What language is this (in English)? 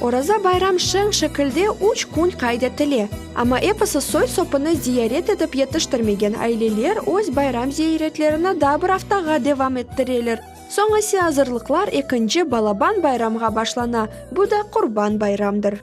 Crimean Tatar